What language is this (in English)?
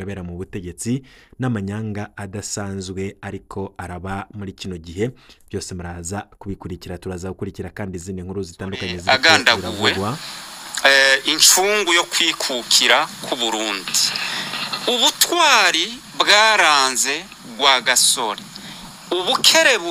Rundi